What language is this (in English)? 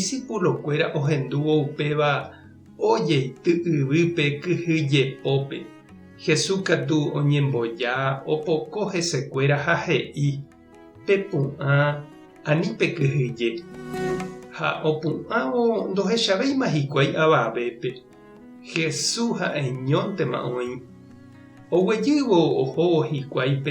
Guarani